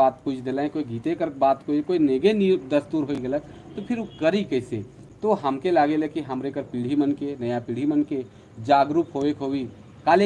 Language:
Sadri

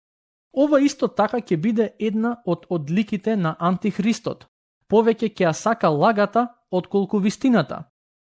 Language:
Macedonian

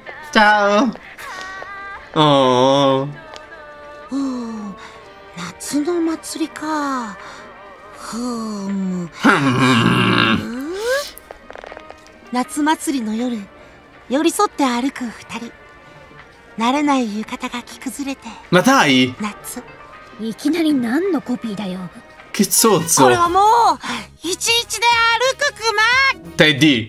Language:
Italian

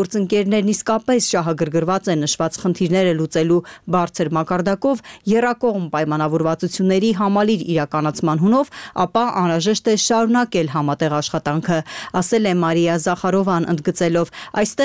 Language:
Armenian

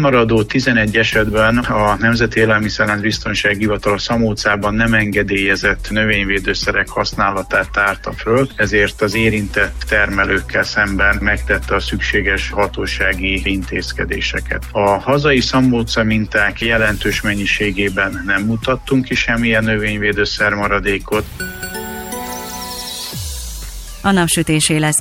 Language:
Hungarian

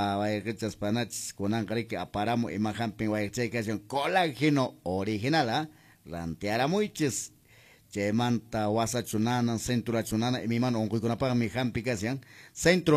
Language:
Quechua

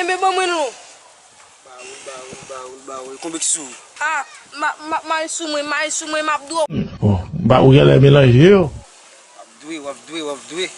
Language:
Haitian Creole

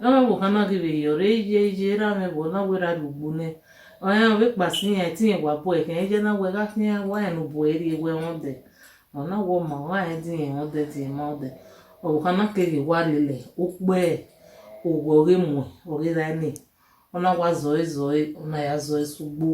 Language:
Bini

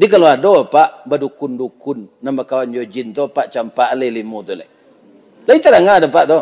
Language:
Minangkabau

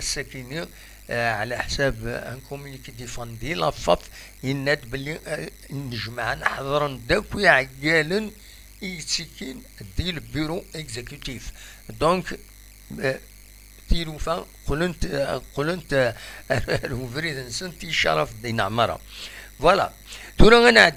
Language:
Kabyle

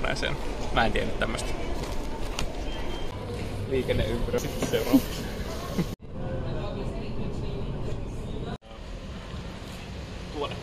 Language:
Finnish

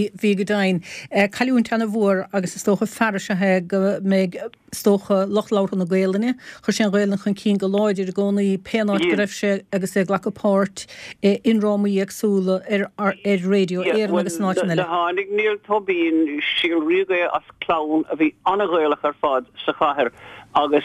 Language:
Irish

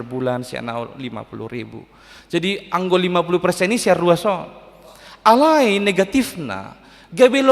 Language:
Batak Toba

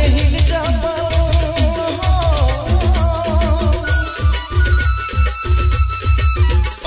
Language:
Sadri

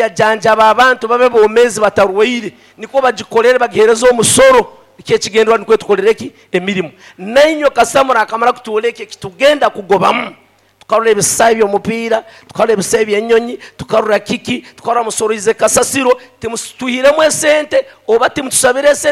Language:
Nyoro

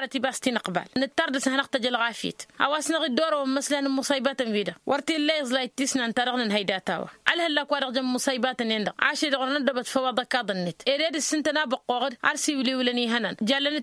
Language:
Tamasheq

